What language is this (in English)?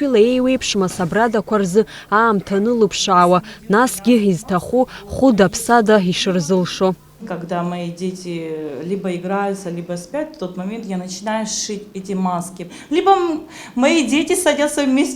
Abkhazian